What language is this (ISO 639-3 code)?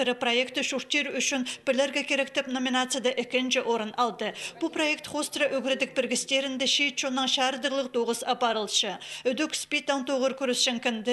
kjh